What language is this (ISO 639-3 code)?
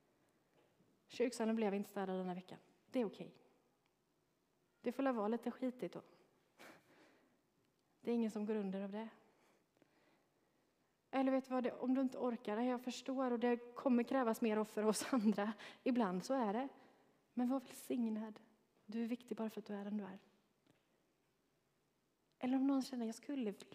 swe